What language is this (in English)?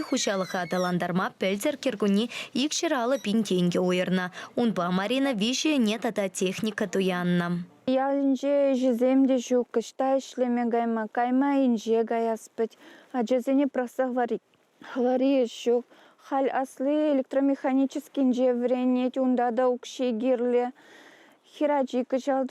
Chuvash